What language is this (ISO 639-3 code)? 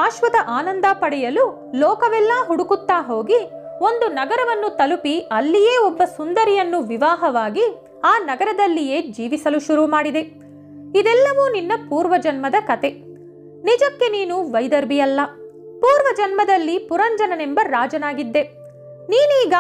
kan